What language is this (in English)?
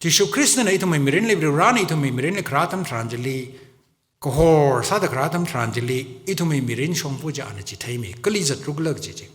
Tangkhul Naga (India)